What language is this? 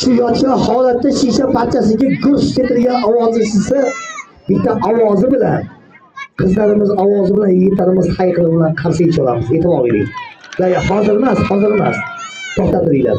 Uzbek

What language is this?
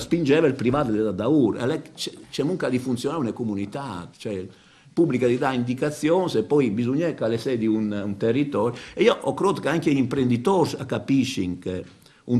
Friulian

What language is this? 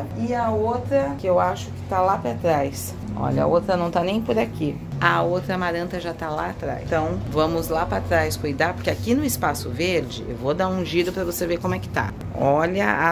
Portuguese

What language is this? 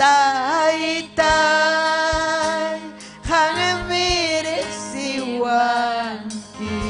Ayacucho Quechua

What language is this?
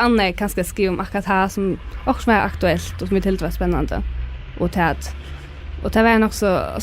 Faroese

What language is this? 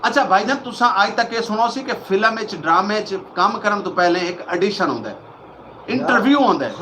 Saraiki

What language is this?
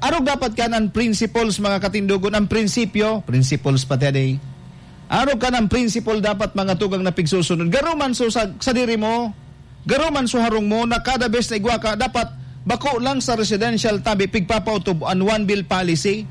Bikol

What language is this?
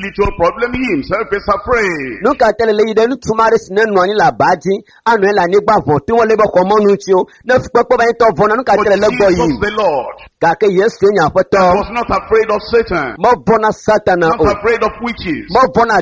Ewe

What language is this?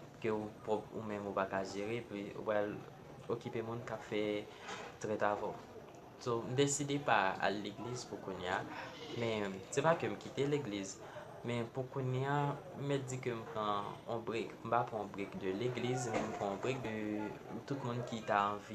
Haitian Creole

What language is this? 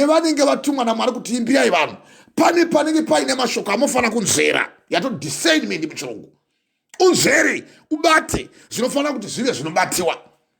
Shona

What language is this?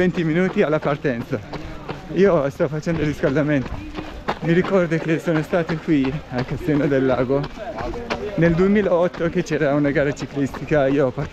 Italian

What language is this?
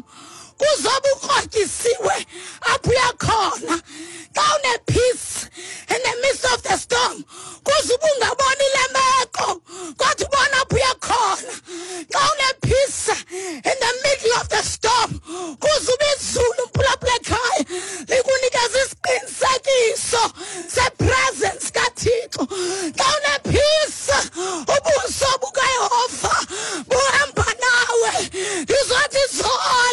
Xhosa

